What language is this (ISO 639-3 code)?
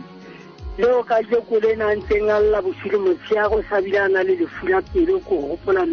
sot